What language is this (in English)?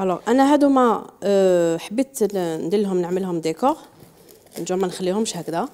Algerian Arabic